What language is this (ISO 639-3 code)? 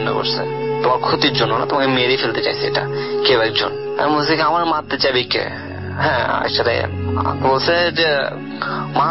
ben